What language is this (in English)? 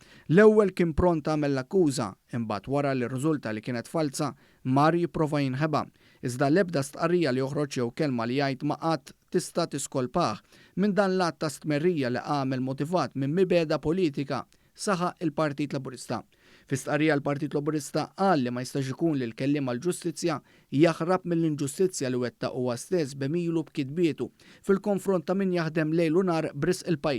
Maltese